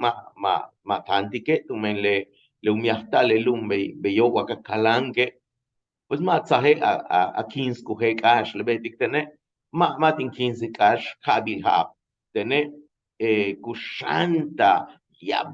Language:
Yucateco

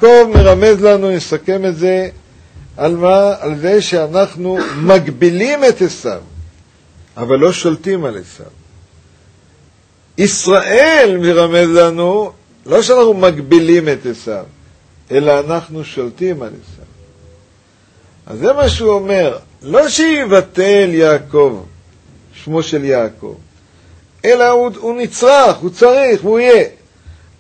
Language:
Hebrew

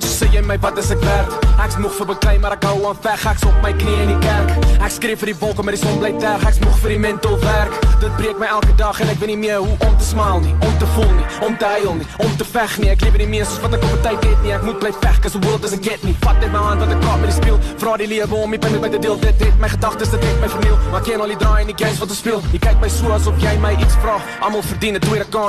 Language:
Afrikaans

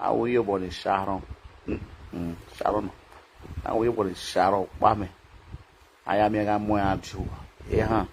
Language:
Nigerian Pidgin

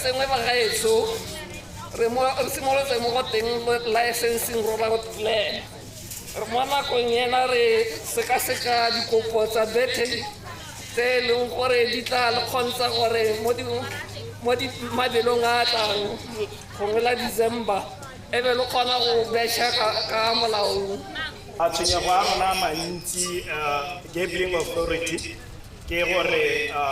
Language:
Tswana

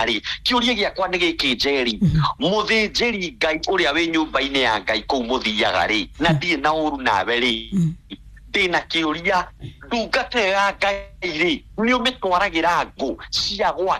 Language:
Kikuyu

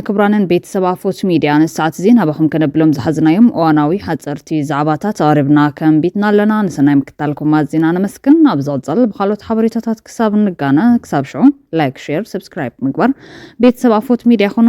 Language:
Tigrinya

